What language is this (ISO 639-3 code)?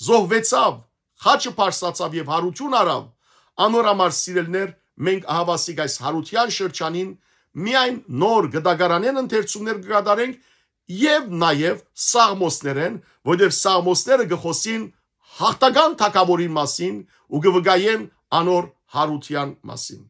hyw